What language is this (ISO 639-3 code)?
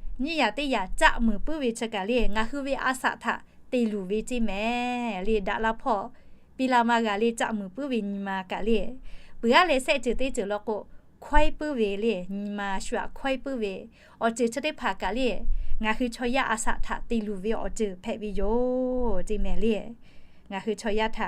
lhu